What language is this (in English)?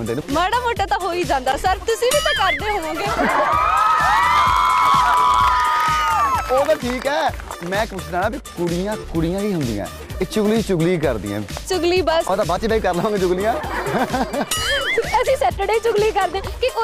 Punjabi